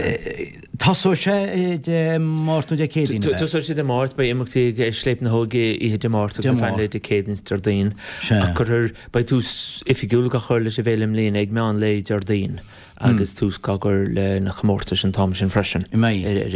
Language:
Irish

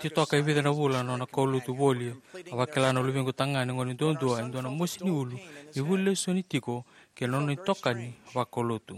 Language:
Fijian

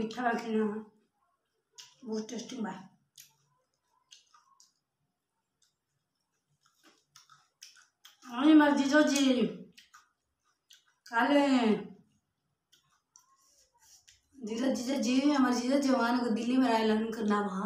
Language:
Bhojpuri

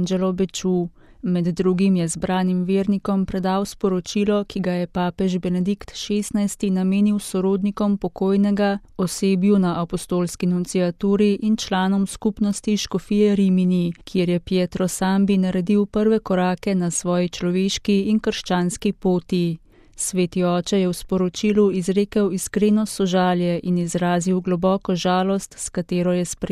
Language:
Slovenian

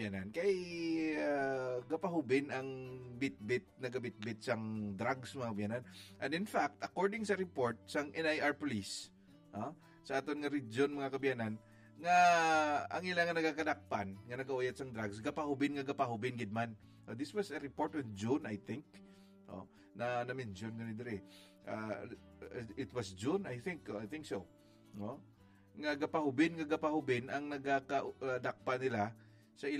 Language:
Hiligaynon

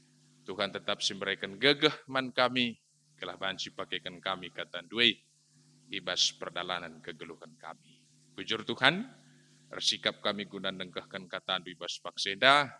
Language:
Batak Karo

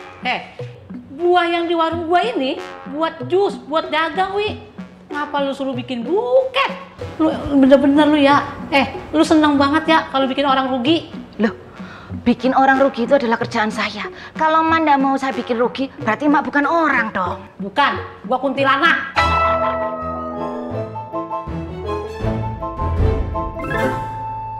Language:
Indonesian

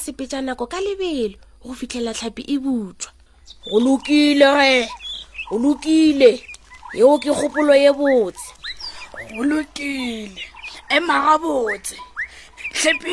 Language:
Northern Sotho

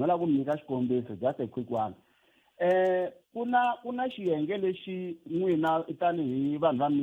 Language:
Tsonga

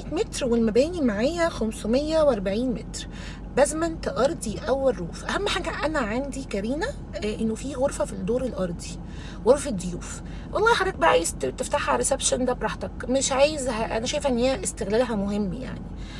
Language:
Egyptian Arabic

